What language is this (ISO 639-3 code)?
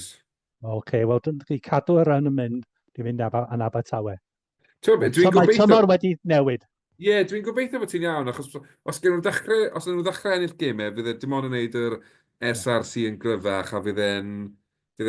cym